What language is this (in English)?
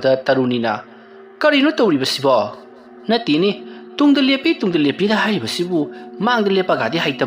Manipuri